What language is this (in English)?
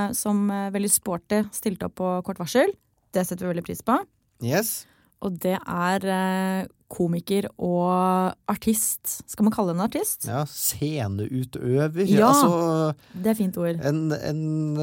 Norwegian